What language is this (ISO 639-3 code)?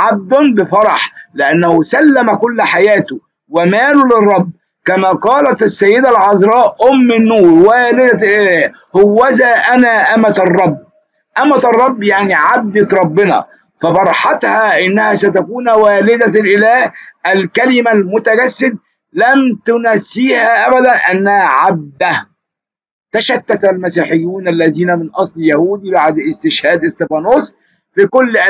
arz